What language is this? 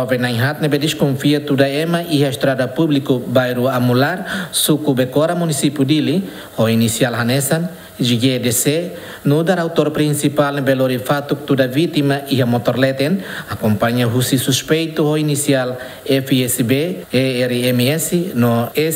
Tetum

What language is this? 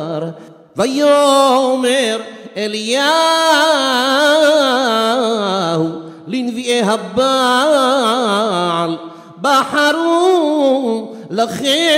Hebrew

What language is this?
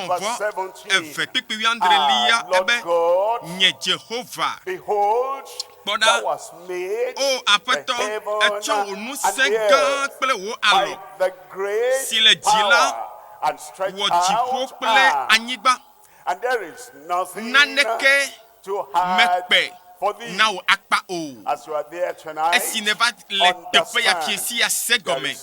Ewe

